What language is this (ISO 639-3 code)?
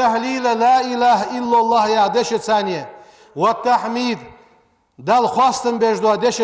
inh